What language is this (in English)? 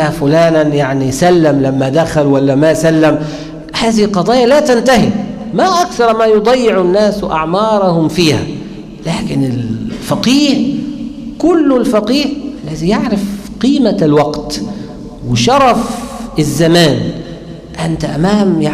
Arabic